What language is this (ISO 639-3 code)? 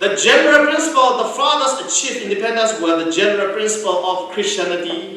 kac